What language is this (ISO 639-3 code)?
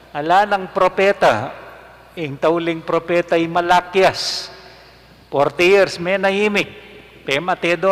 pam